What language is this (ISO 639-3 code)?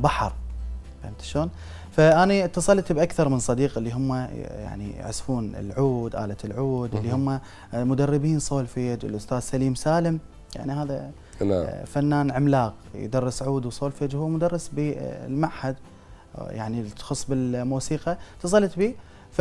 acm